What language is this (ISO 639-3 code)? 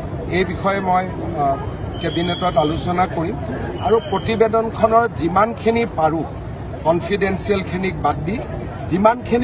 asm